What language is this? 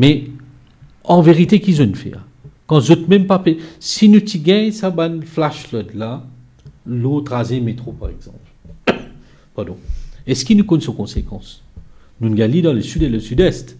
Morisyen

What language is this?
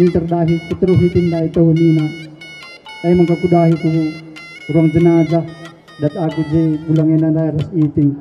Batak Karo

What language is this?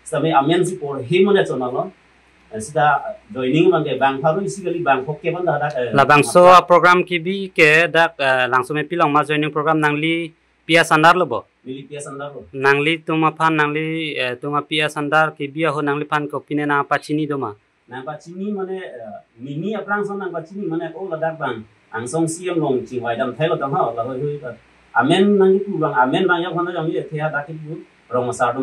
Karbi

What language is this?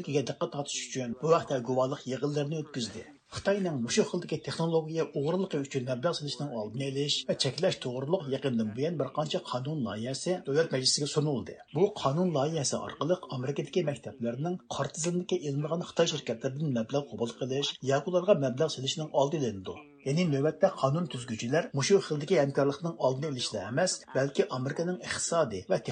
Uyghur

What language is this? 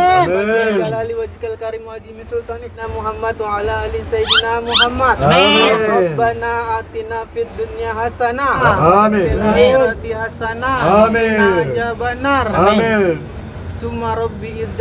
Betawi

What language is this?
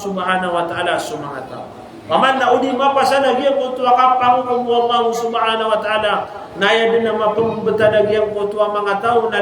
Maranao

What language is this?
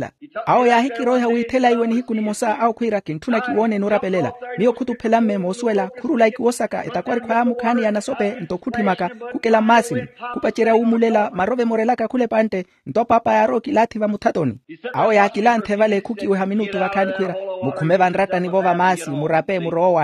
Makhuwa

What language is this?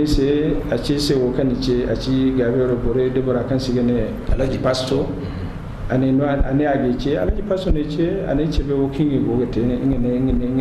Zarma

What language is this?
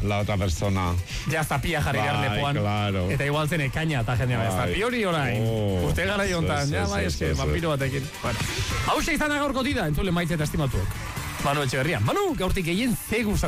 Basque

